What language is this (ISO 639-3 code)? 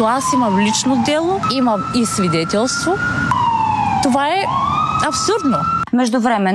bul